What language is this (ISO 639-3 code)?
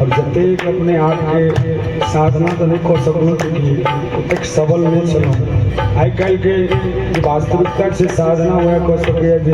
mai